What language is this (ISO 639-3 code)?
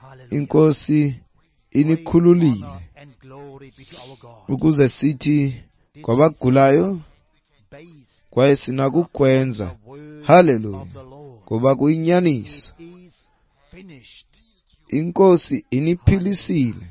xho